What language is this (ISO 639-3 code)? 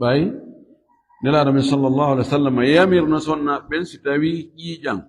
ful